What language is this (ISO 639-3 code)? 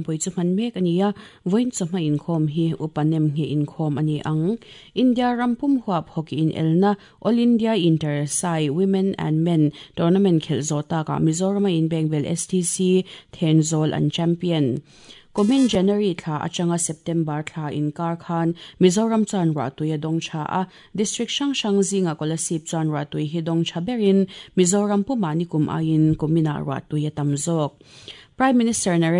lus